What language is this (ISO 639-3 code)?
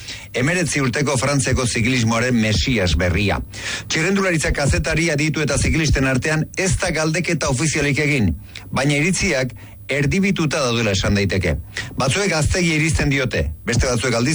eus